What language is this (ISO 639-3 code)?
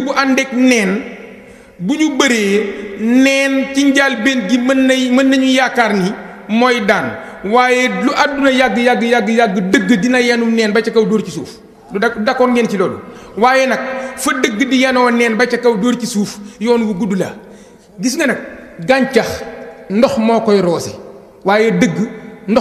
wol